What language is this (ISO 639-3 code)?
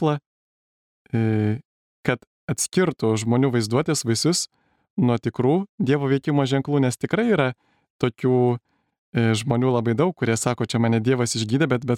lit